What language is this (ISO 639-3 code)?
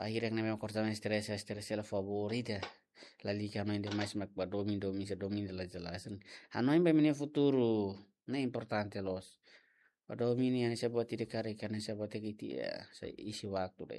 tet